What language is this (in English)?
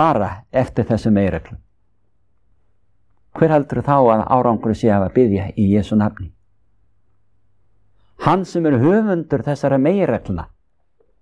Icelandic